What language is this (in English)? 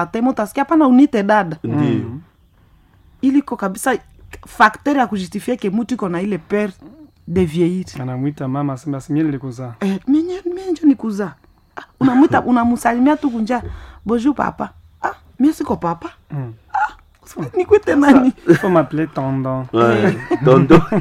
Swahili